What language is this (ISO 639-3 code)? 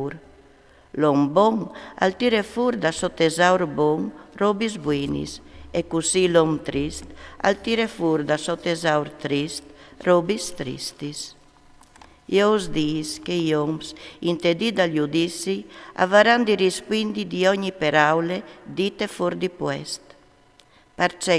fur